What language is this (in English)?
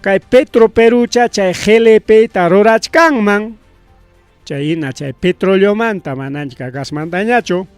Ayacucho Quechua